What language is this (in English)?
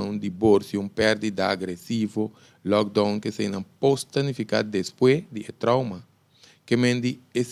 Papiamento